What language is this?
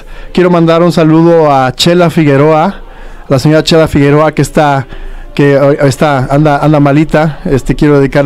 Spanish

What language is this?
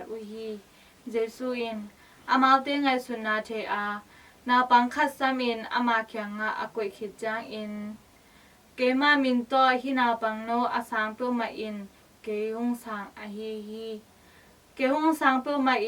Tedim Chin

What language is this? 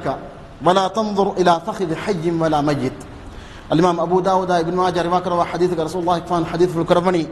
Divehi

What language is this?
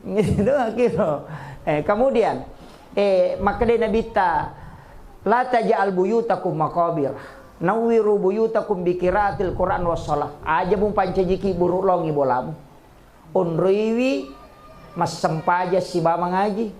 Buginese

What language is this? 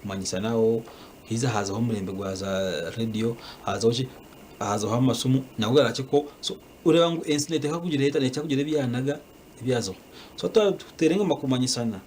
Nyankole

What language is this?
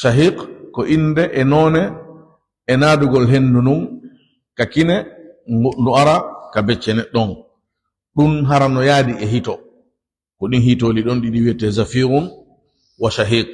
Fula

